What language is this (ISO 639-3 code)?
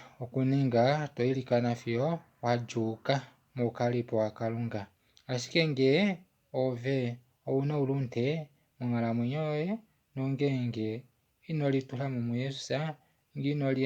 kua